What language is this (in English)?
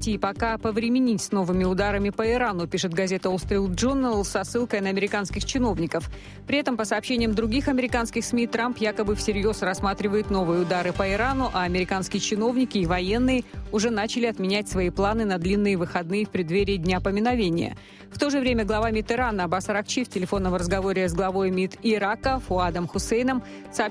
Russian